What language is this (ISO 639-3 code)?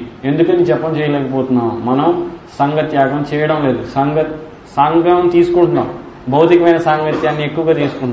tel